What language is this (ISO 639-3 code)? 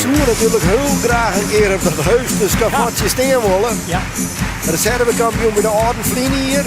fry